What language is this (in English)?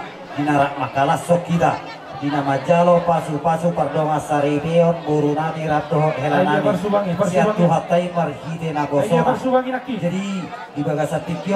Batak Toba